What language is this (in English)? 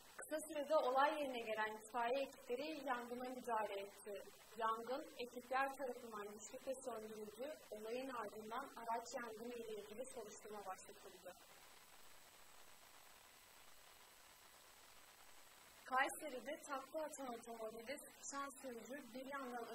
Turkish